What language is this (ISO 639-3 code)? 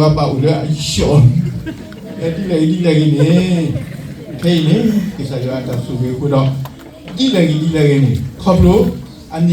ksw